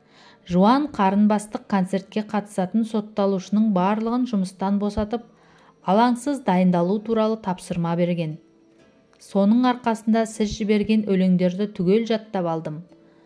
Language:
Kazakh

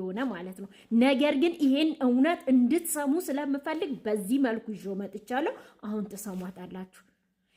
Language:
Amharic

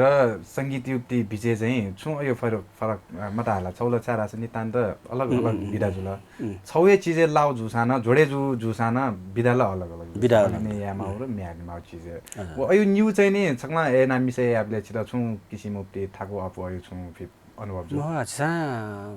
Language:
Newari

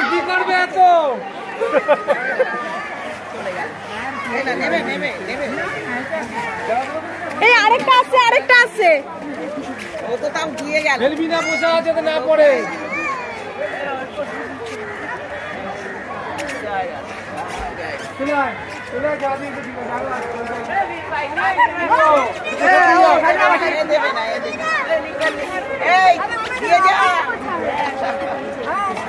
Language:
Bangla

